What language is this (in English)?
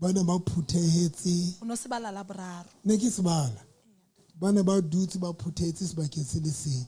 Southern Sotho